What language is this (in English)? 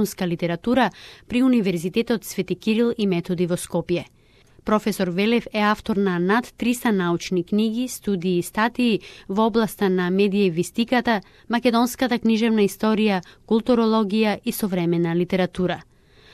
Macedonian